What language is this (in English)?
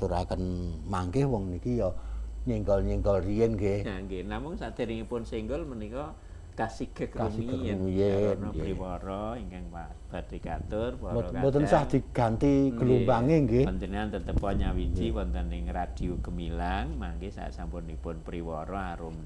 Javanese